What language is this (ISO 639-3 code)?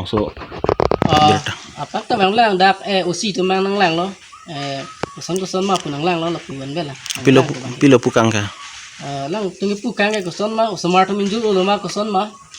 mjw